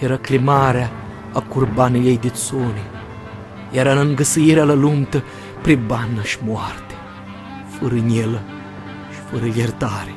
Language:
Aromanian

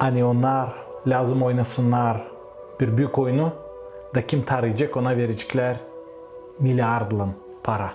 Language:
Gagauz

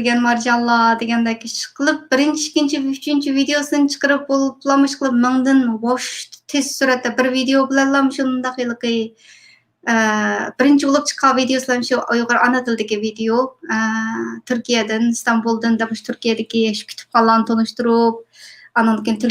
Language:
Uyghur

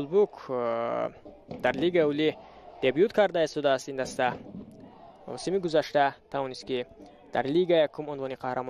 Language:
Tajik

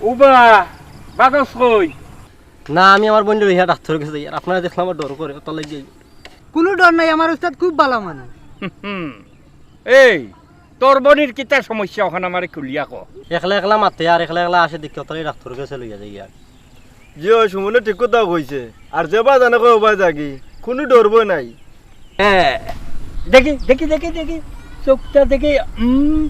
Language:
Sylheti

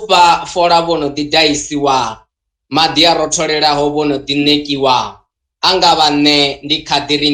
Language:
Venda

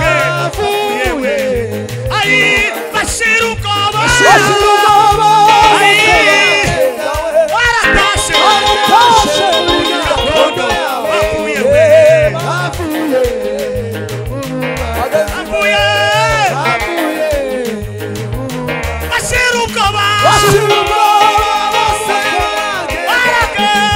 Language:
Kinyarwanda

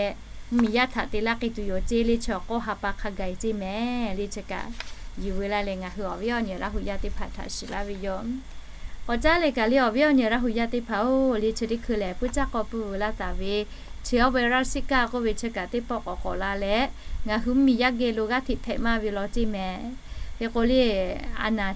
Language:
Lahu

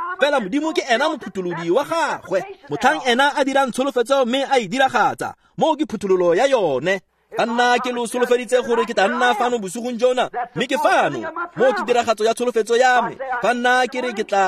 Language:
Tswana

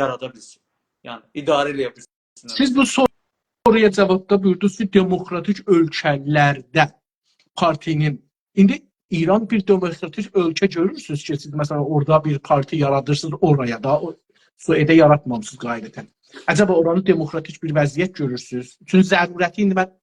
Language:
South Azerbaijani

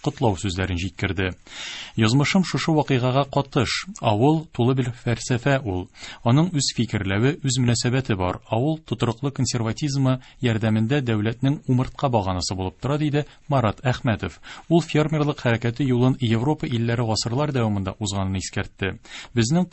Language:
Tatar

